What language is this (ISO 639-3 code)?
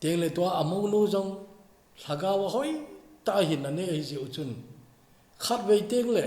tcz